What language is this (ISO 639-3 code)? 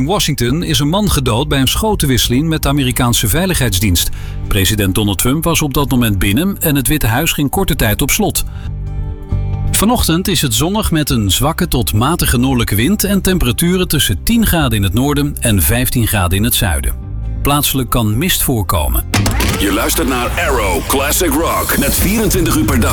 nld